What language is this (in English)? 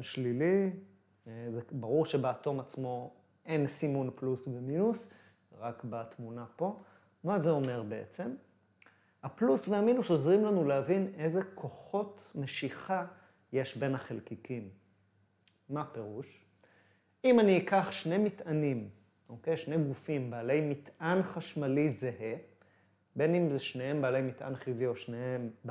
Hebrew